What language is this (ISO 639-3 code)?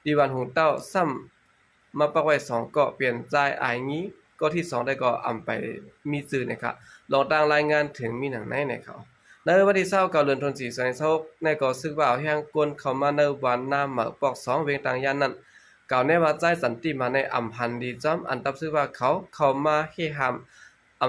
shn